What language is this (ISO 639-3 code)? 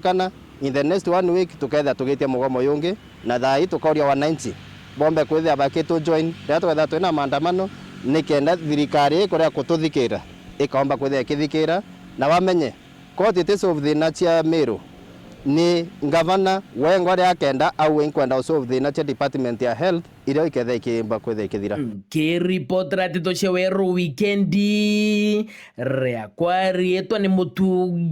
mer